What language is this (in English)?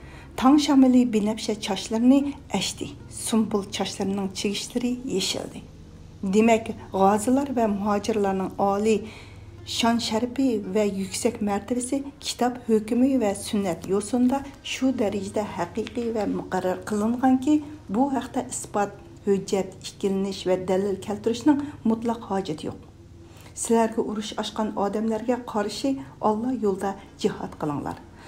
Uyghur